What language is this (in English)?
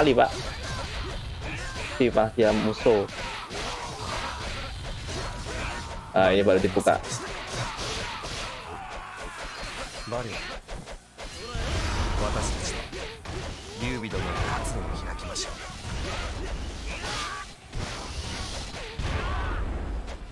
Indonesian